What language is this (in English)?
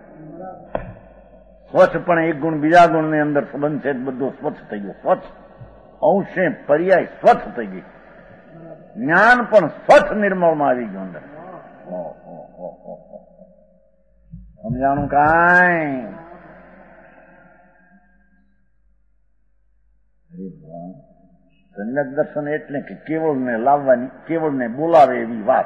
Gujarati